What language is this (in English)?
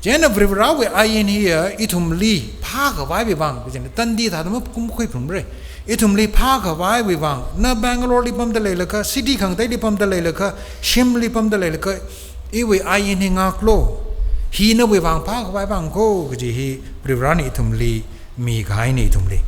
Tangkhul Naga (India)